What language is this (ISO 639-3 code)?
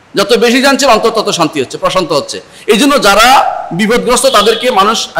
ben